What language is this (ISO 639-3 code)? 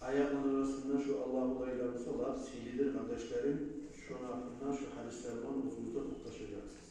kum